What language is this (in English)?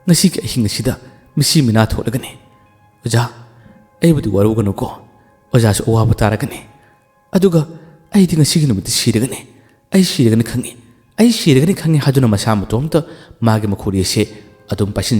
Manipuri